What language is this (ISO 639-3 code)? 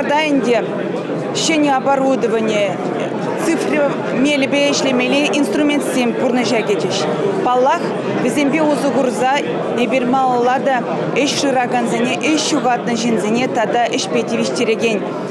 chv